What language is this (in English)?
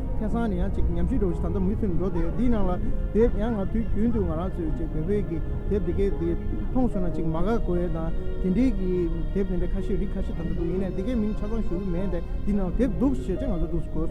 Tibetan